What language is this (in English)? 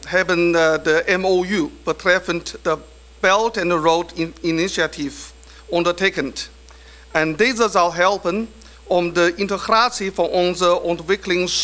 Dutch